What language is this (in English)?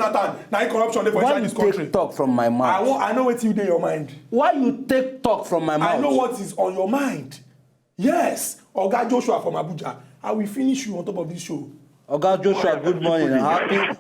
Nigerian Pidgin